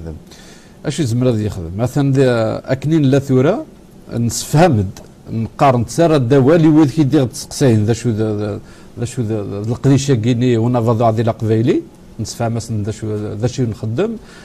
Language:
Kabyle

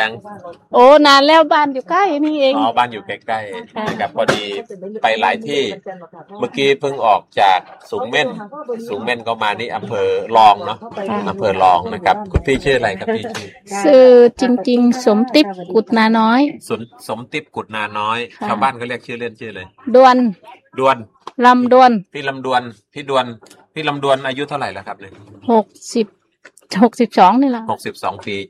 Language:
Thai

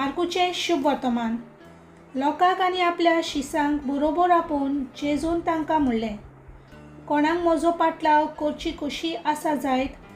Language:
Konkani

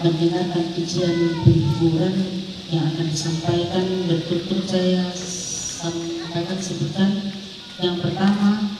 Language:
Toraja-Sa'dan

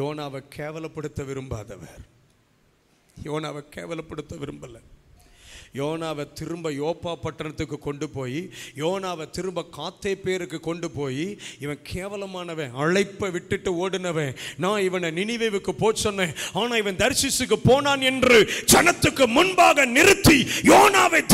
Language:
Tamil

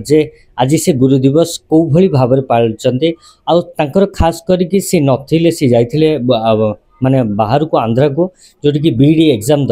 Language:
Odia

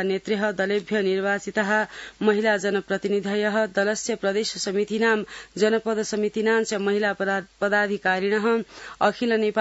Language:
Sanskrit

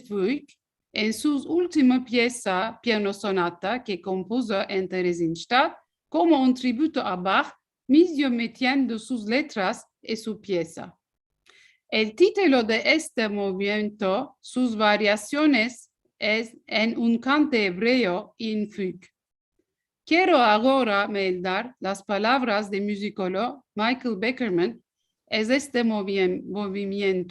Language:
Ladino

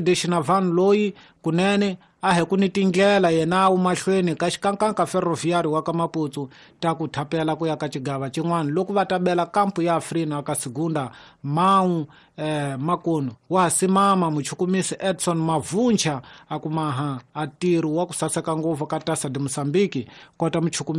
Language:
Tsonga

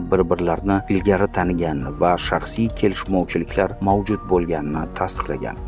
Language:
Uzbek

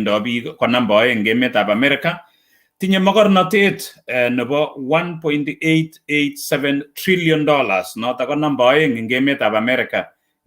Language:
Kalenjin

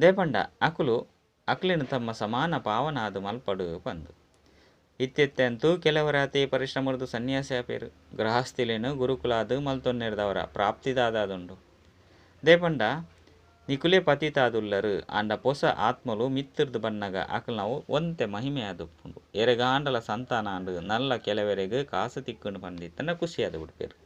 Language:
Tulu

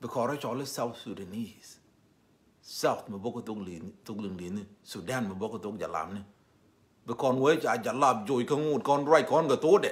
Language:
Nuer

